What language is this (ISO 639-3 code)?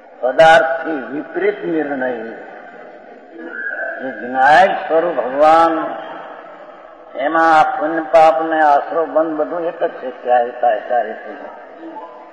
guj